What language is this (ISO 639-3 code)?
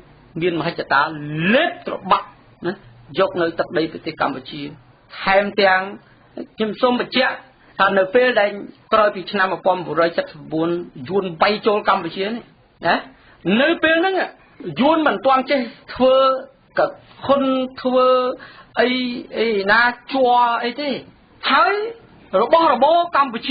khm